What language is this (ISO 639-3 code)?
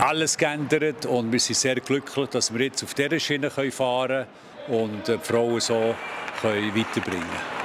gsw